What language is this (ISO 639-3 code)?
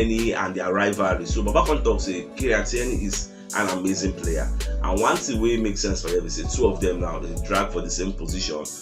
pcm